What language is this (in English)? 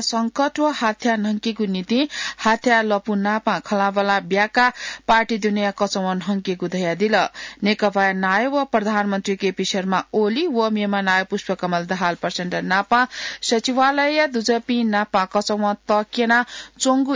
Newari